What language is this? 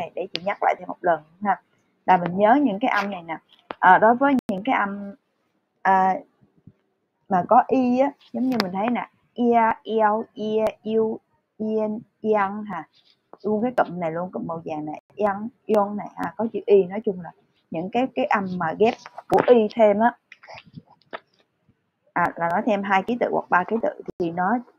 Vietnamese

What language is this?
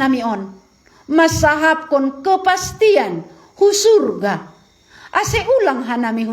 Batak Simalungun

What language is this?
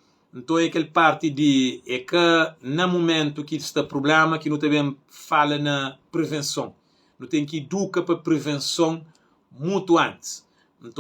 Kabuverdianu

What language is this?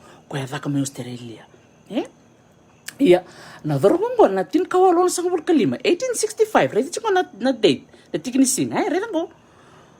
Fijian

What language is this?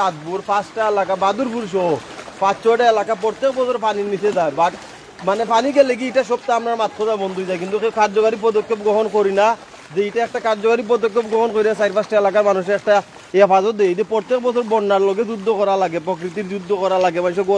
Sylheti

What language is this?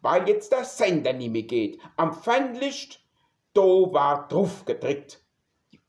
Palatine German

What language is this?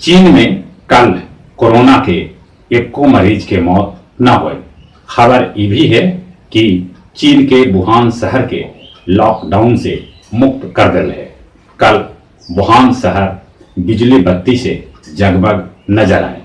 Magahi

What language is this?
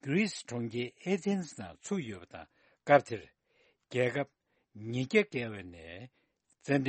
Tibetan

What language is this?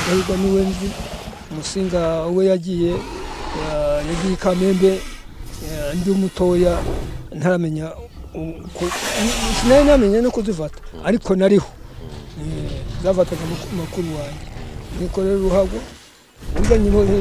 Kinyarwanda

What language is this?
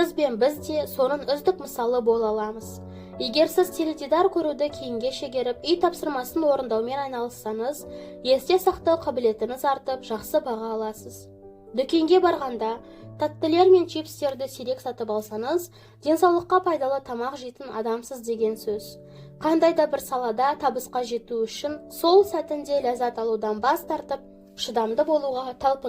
Kazakh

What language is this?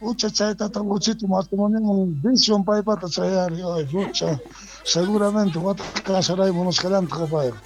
South Bolivian Quechua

